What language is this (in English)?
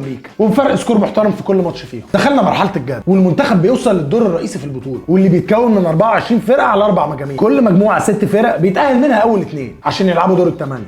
Egyptian Arabic